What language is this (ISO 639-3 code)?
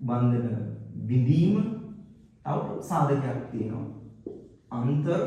sin